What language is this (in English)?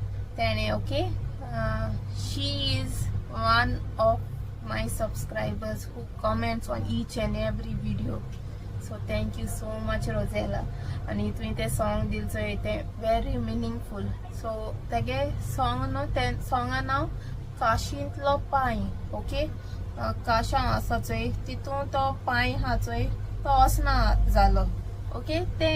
Konkani